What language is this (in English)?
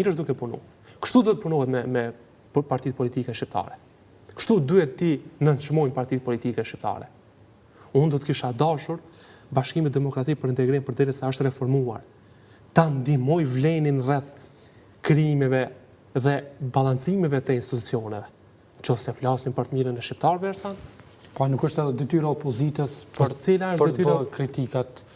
Albanian